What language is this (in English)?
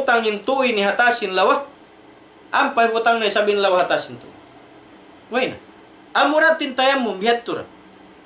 Tausug